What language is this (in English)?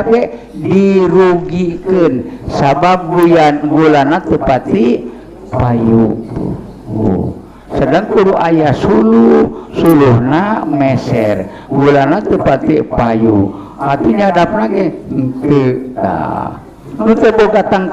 Sundanese